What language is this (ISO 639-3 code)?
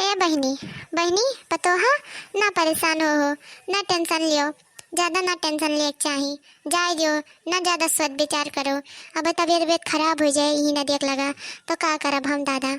awa